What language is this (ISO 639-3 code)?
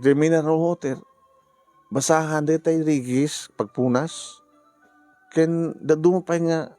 ilo